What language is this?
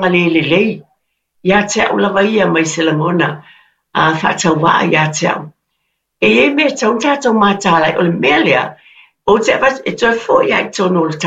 Samoan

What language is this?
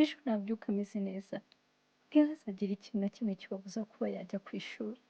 Kinyarwanda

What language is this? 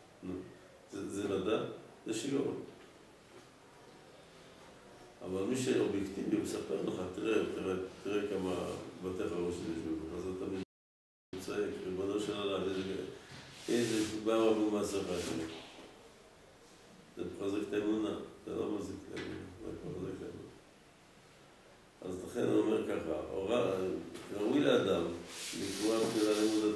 Hebrew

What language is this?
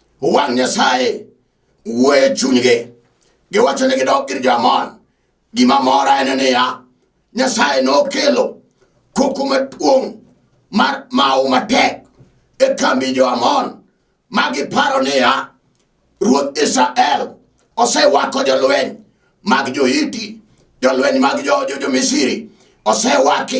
Luo (Kenya and Tanzania)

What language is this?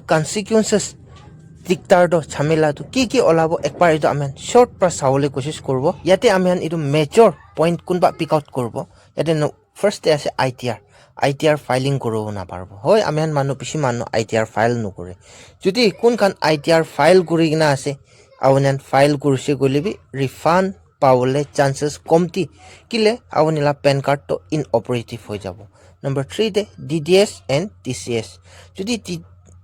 Naga Pidgin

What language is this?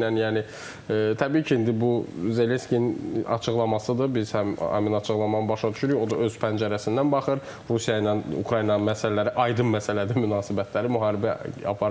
Azerbaijani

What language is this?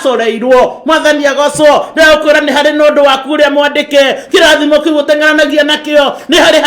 Kikuyu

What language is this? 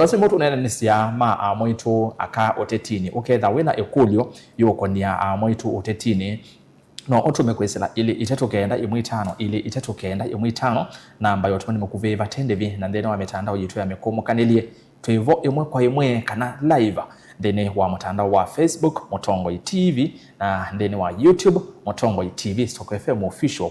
Kamba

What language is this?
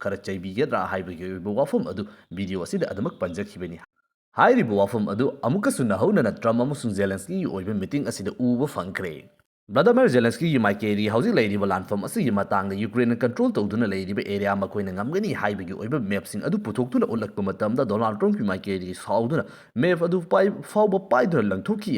Manipuri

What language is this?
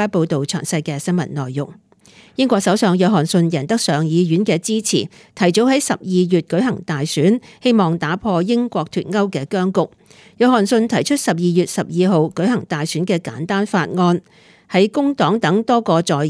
Cantonese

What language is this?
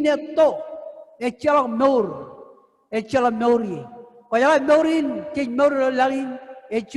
Marshallese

